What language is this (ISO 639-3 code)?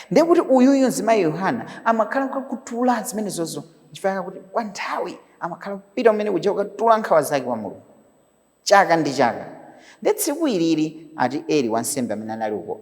nya